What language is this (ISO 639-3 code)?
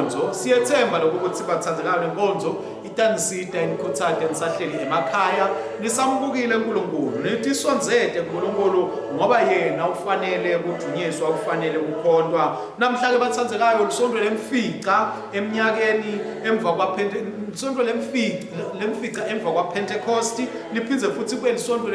ssw